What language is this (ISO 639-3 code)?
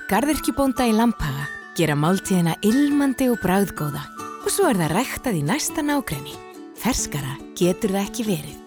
isl